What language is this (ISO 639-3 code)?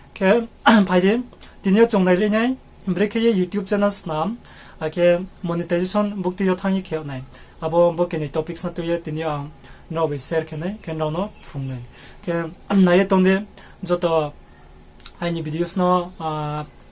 ria